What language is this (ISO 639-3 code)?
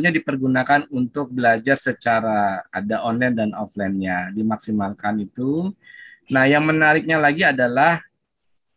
ind